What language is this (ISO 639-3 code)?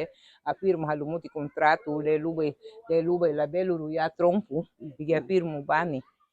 cab